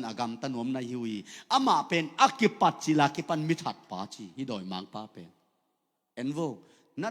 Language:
Tedim Chin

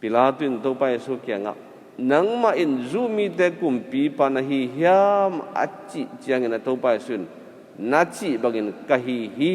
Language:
Tedim Chin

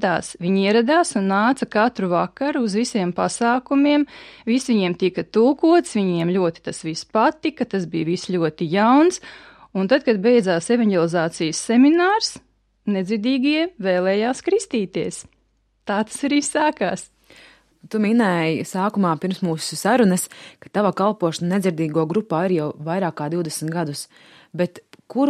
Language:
Latvian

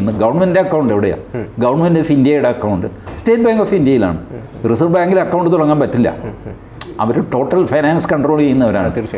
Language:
Malayalam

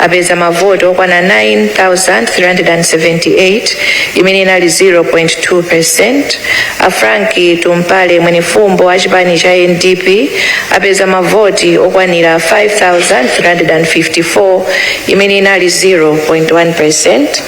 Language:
Nyanja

